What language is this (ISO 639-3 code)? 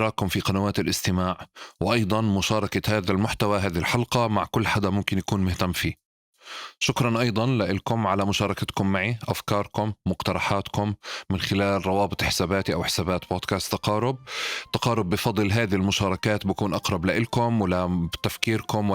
apc